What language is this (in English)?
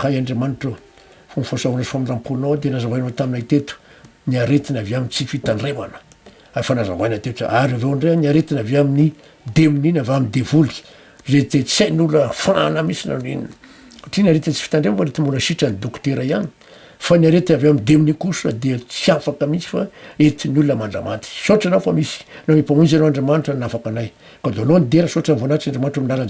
Malagasy